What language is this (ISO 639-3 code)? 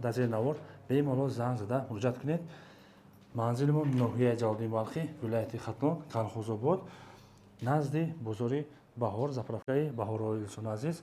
tgk